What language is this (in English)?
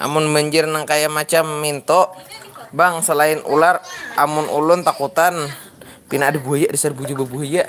Banjar